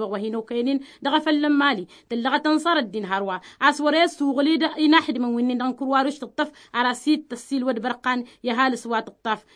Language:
Tamasheq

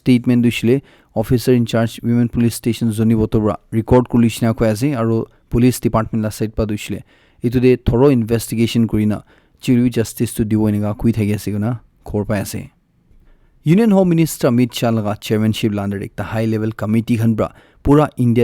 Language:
Naga Pidgin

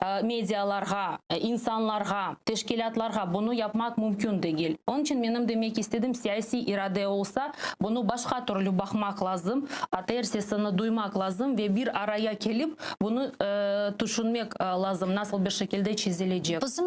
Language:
Crimean Tatar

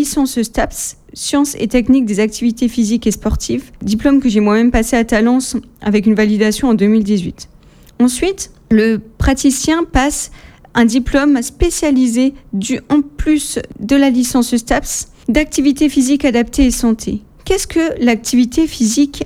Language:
French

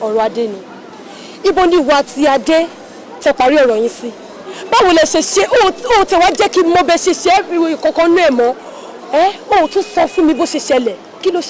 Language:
Yoruba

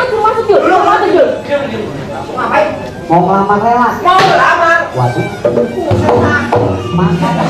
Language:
Betawi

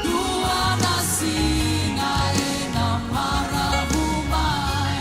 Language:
Fijian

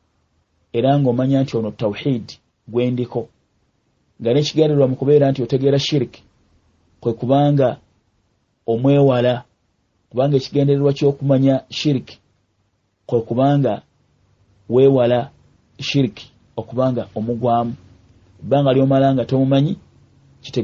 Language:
Ganda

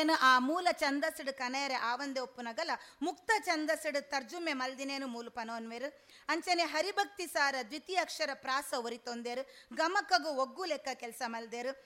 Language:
Tulu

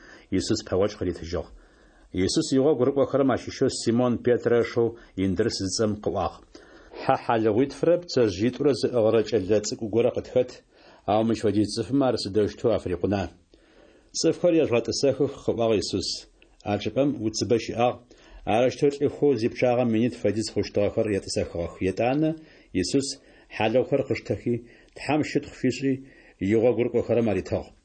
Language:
Adyghe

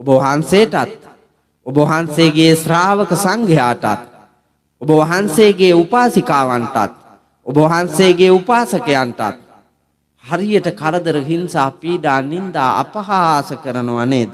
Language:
Sinhala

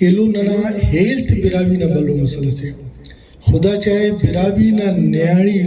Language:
Brahui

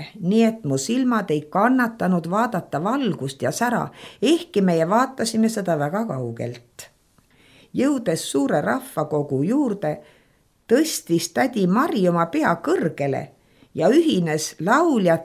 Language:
Estonian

